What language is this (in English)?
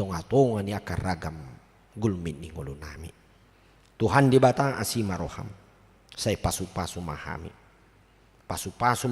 Batak Toba